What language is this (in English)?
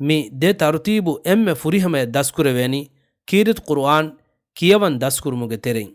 Divehi